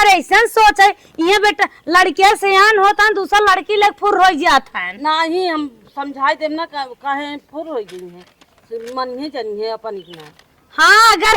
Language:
Awadhi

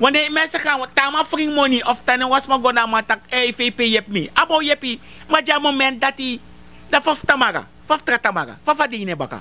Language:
Sranan Tongo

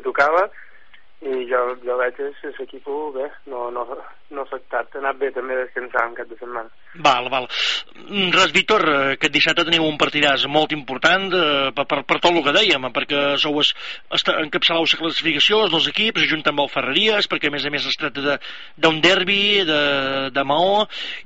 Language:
Catalan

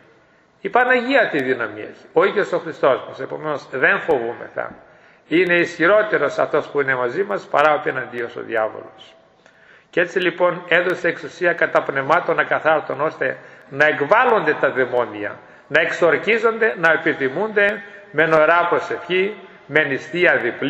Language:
Greek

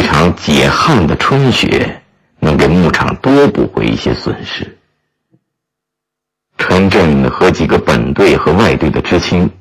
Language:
Chinese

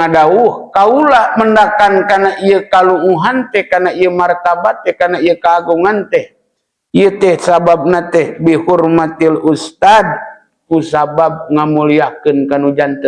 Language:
Sundanese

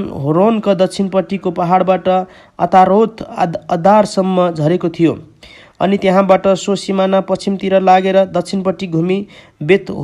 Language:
Nepali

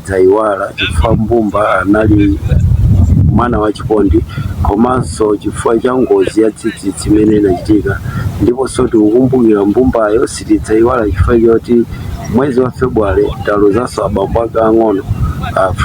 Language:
Nyanja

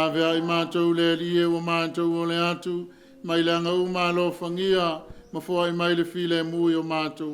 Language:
Samoan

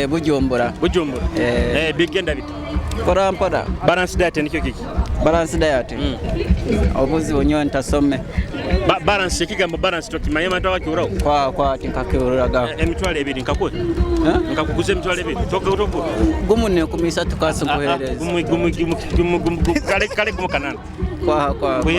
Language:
Nyoro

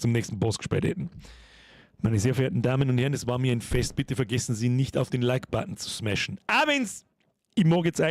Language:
Bavarian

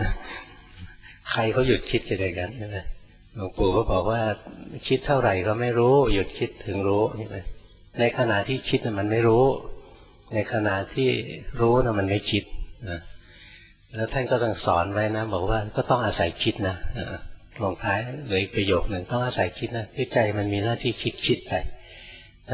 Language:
Thai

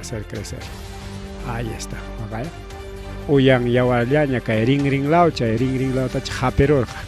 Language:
Ayacucho Quechua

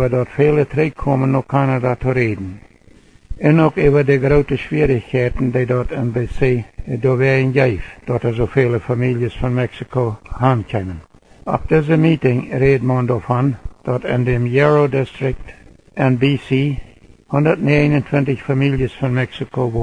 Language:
Plautdietsch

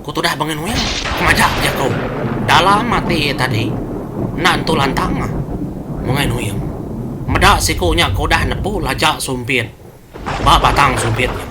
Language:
Iban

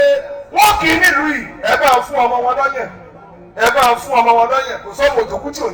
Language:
Yoruba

